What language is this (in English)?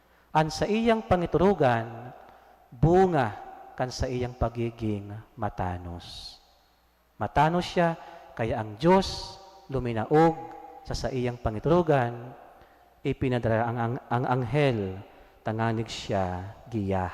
Bikol